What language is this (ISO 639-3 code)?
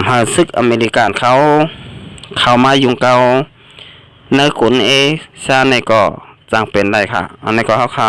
shn